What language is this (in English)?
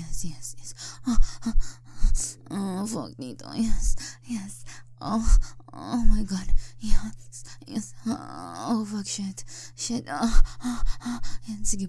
Filipino